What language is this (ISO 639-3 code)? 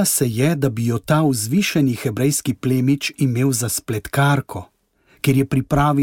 slv